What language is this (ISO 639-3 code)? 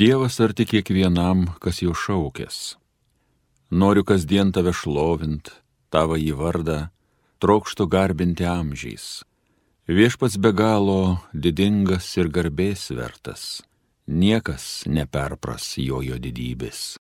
lit